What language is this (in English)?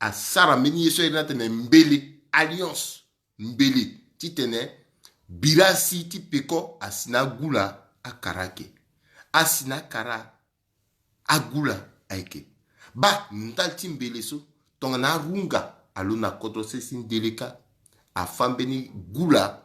Sango